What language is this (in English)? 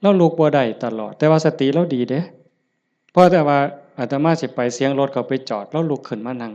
Lao